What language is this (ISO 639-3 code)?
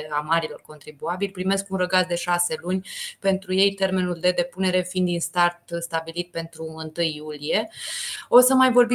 ron